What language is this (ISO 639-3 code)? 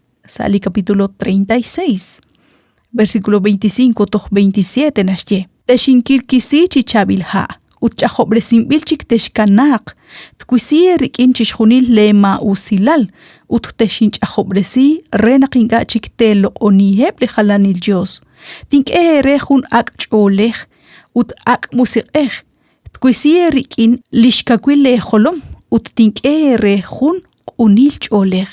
kek